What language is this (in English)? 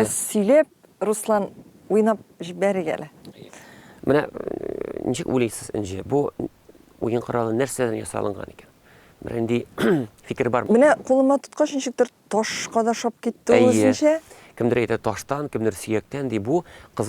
Tatar